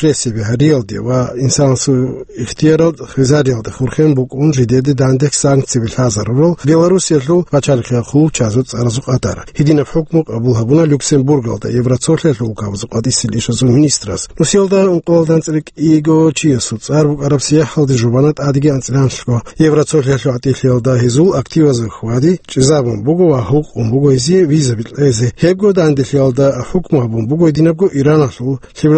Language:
Avaric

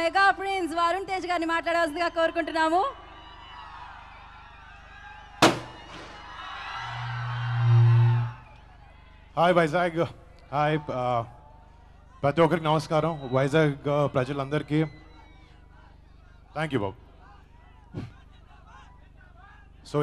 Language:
Telugu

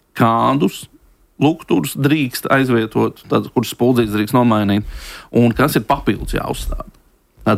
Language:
Latvian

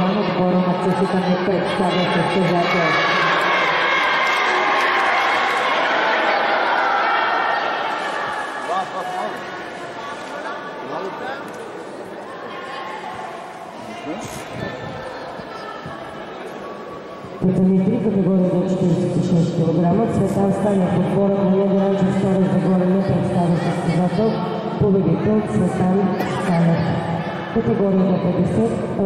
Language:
Bulgarian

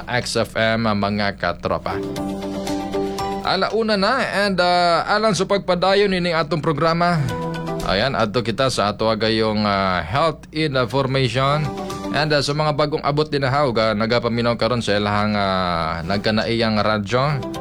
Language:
Cebuano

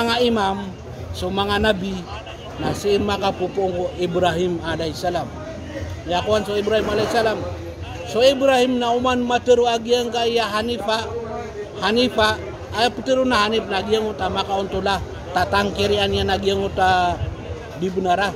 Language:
Maranao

